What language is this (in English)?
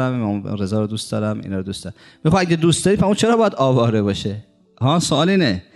Persian